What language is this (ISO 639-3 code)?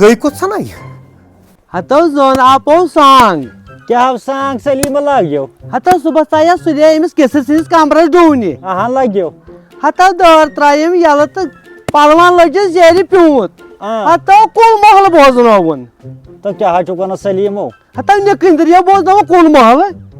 kas